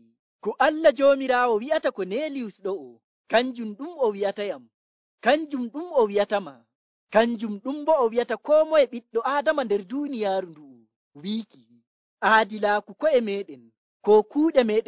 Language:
Nigerian Fulfulde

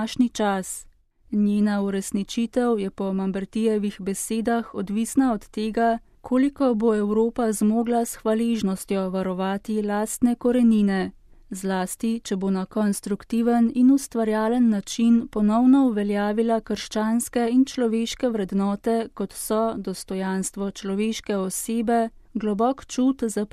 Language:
Slovenian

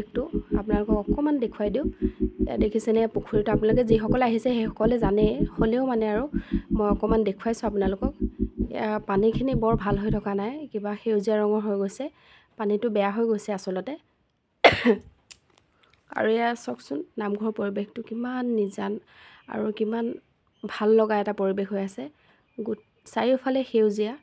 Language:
Assamese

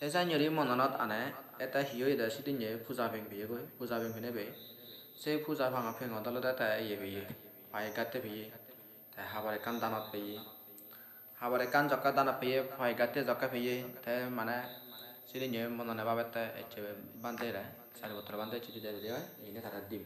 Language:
Assamese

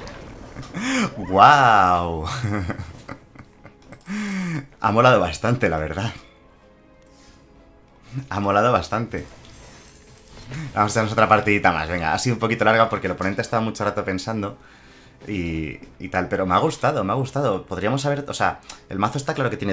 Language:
Spanish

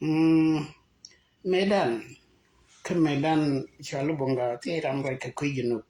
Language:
Nuer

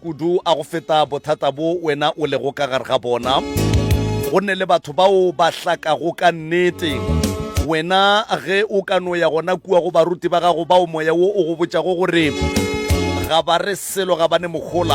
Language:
Northern Sotho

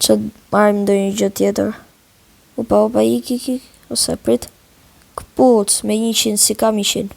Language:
Albanian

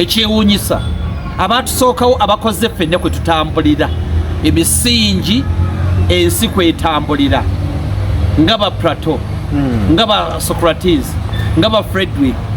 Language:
Ganda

